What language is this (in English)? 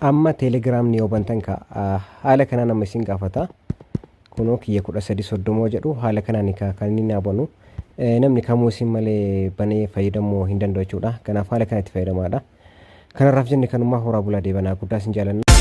Oromo